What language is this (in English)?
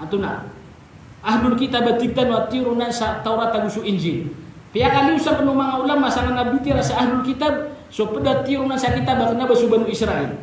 Maranao